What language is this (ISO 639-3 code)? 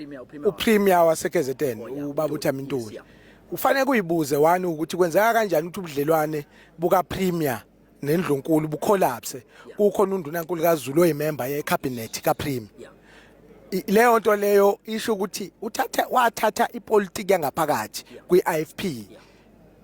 zul